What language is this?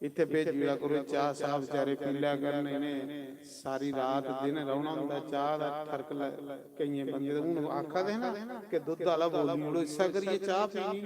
Dogri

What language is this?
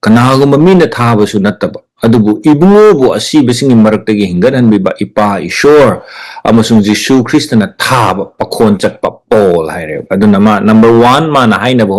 Manipuri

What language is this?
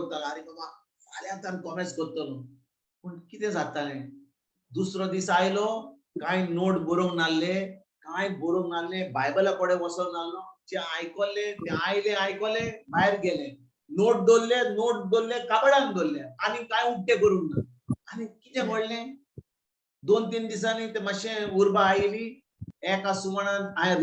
Konkani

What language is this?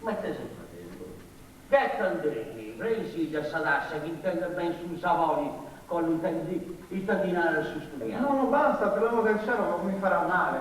Sardinian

